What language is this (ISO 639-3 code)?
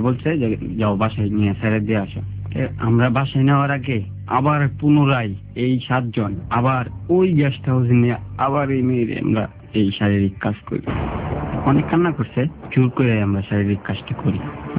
ben